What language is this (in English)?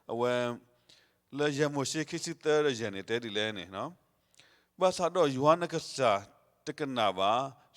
S'gaw Karen